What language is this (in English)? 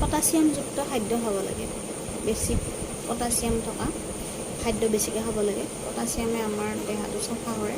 Assamese